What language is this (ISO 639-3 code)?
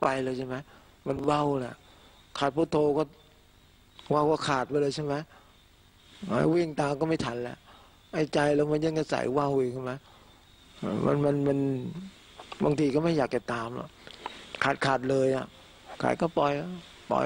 tha